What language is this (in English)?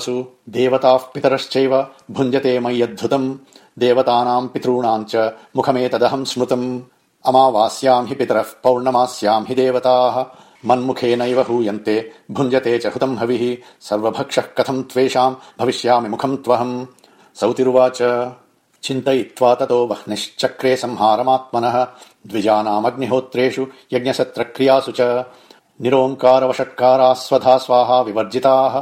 Sanskrit